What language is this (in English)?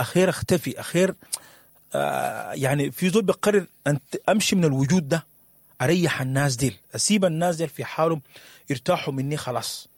Sudanese Arabic